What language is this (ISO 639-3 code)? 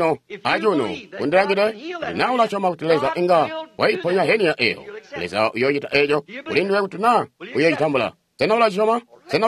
toi